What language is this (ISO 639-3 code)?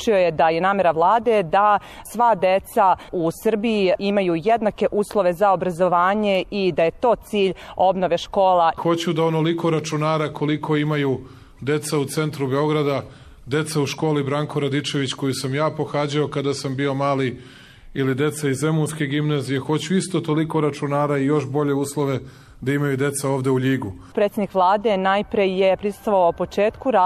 srp